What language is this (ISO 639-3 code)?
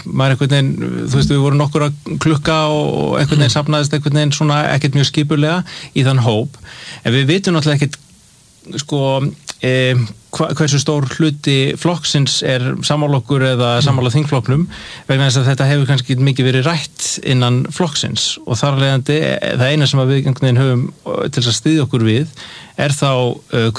isl